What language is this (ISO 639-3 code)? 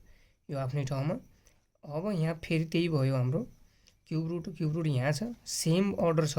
nep